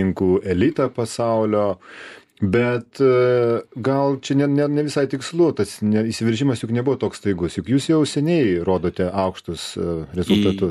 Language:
Lithuanian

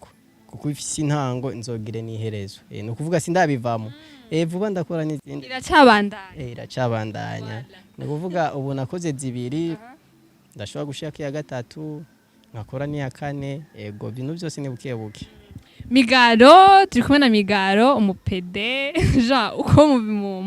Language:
Rundi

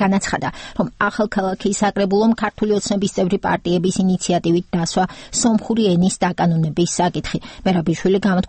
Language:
Georgian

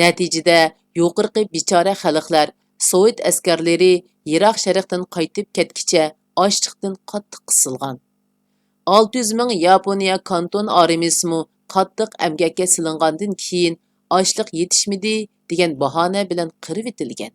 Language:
Uyghur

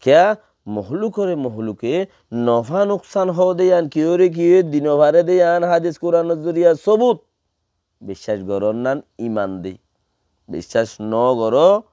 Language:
Rohingya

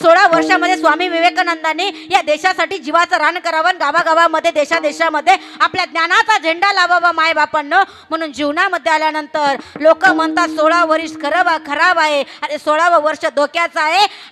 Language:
Marathi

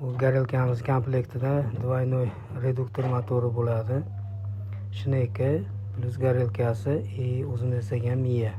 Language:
Uzbek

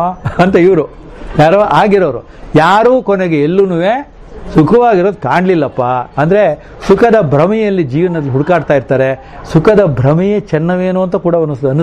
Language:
Kannada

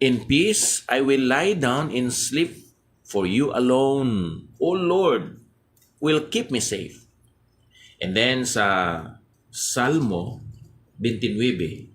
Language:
Hiligaynon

